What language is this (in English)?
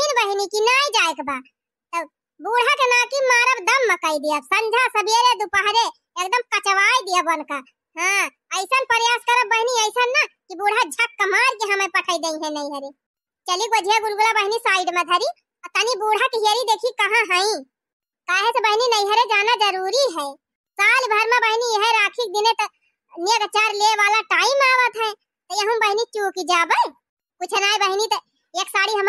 Awadhi